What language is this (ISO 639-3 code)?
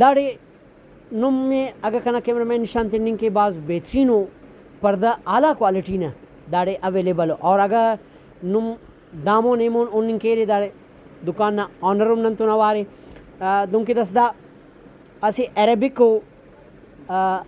brh